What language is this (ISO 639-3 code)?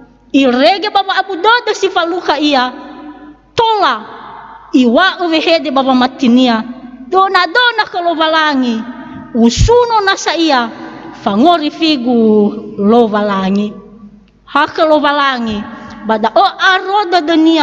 nia